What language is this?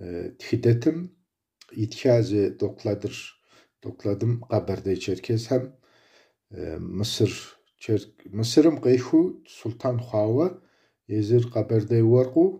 Kabardian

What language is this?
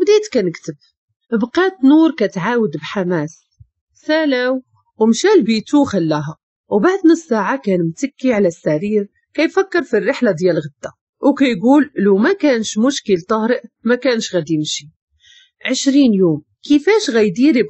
Moroccan Arabic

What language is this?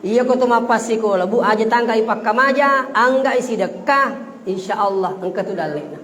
Buginese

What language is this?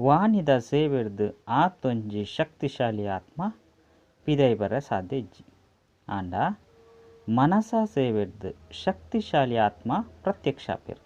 Tulu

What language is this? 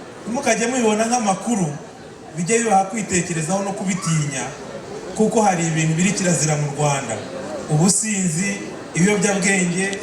Kinyarwanda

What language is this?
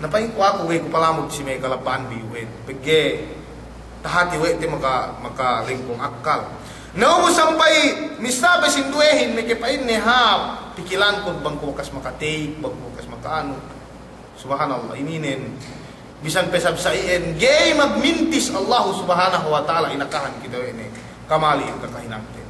Yakan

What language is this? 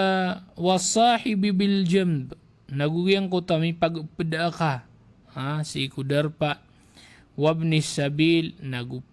Maranao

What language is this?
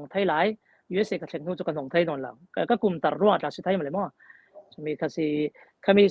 Falam Chin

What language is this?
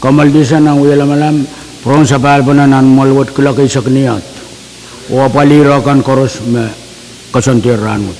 Pohnpeian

